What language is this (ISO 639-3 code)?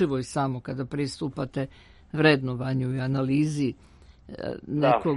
srp